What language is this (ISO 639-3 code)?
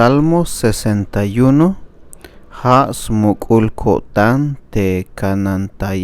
tzh